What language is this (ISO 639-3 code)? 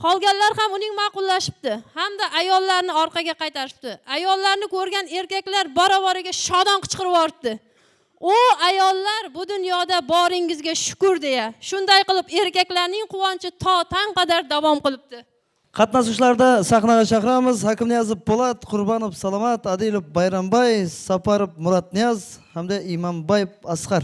kaa